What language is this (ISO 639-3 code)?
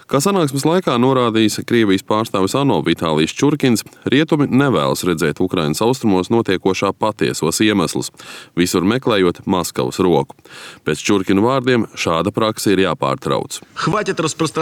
lav